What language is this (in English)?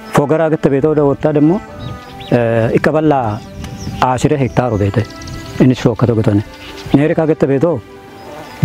Kafa